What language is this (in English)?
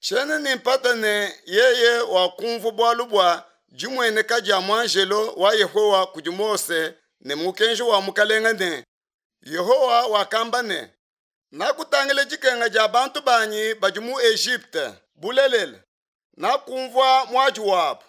Luba-Lulua